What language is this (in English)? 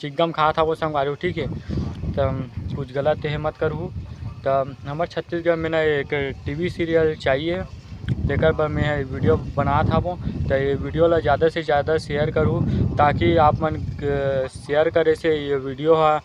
Chhattisgarhi